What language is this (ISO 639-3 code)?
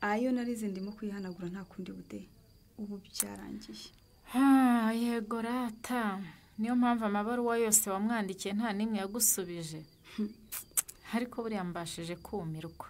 kin